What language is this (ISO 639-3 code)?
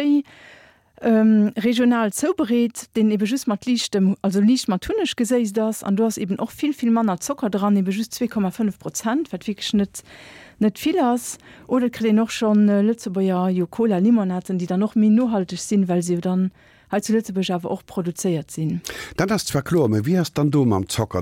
ltz